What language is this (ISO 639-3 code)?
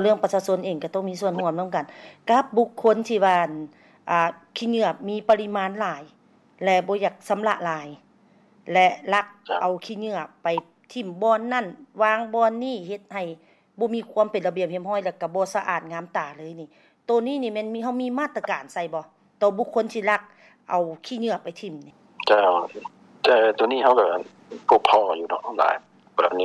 lao